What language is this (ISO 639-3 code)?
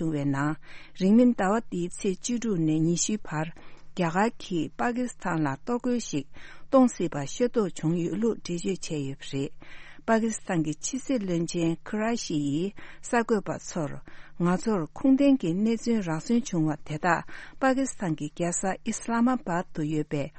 bod